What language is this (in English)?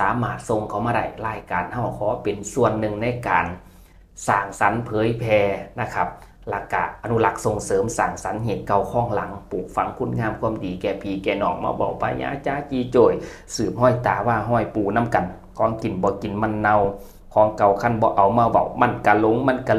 Northeastern Thai